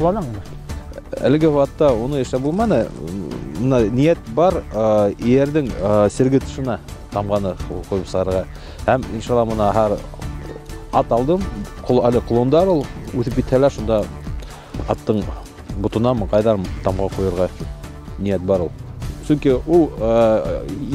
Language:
Bashkir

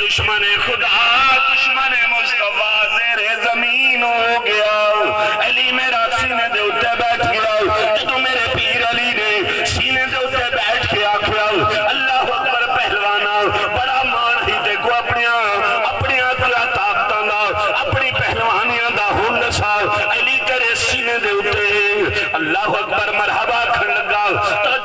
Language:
Saraiki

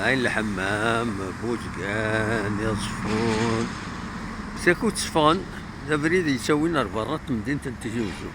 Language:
Kabyle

